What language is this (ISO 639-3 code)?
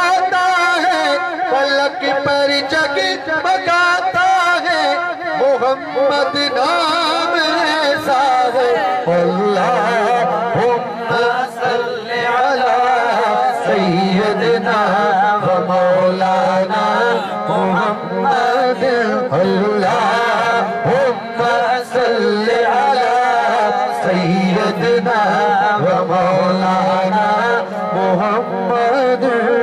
urd